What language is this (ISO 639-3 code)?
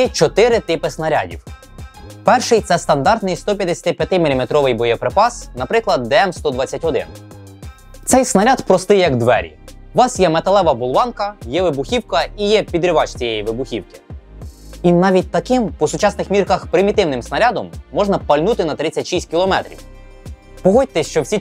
ukr